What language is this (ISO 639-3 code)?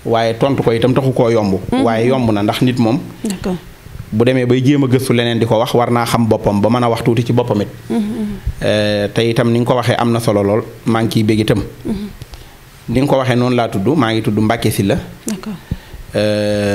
wol